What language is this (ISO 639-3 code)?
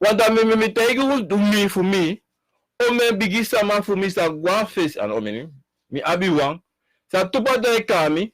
srn